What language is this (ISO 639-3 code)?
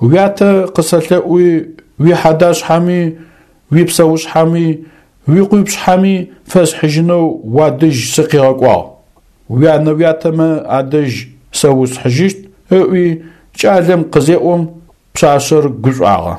ady